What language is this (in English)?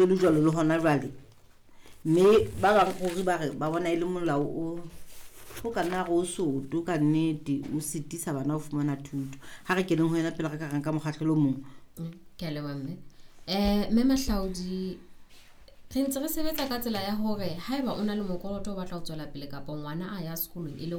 Southern Sotho